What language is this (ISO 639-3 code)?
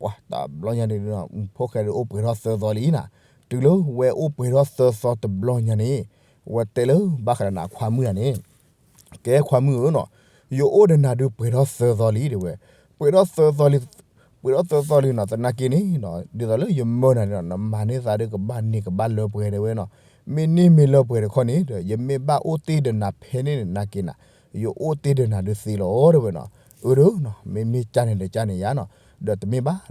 ksw